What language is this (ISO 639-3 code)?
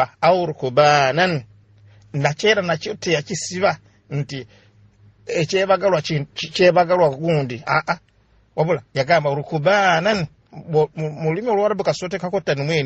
lug